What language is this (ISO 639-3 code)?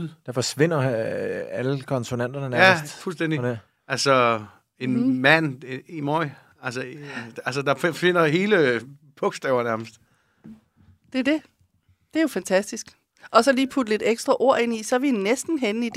dan